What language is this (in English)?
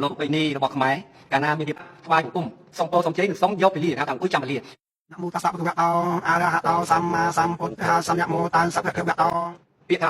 Khmer